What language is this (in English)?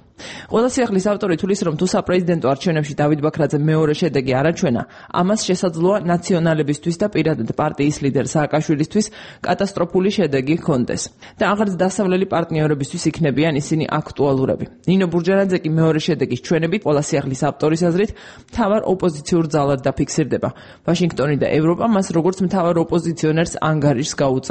Georgian